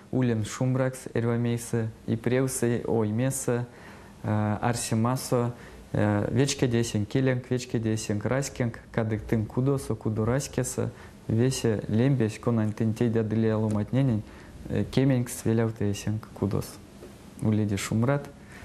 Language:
Erzya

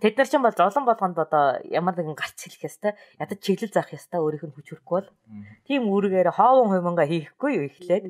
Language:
Mongolian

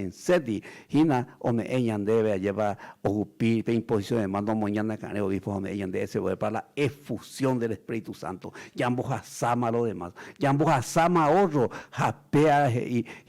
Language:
Guarani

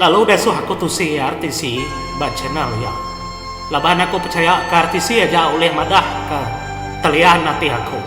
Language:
Iban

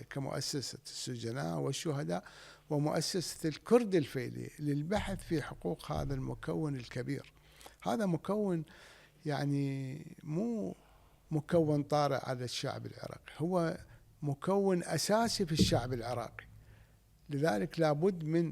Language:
Mesopotamian Arabic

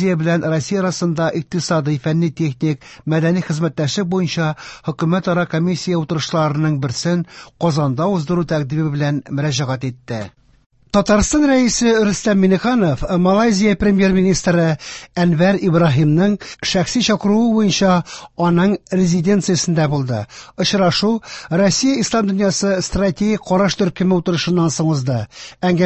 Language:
Tatar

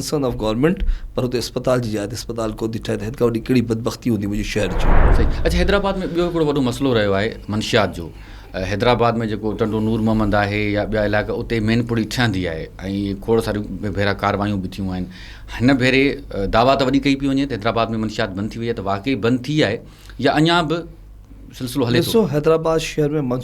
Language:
Sindhi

